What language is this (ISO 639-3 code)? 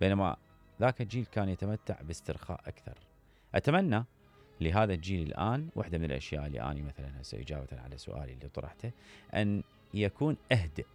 acm